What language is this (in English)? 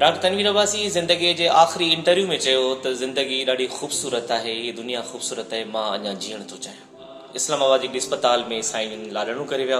Sindhi